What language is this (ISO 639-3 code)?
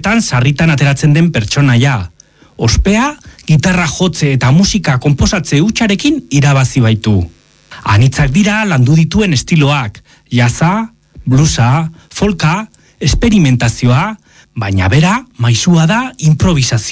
eus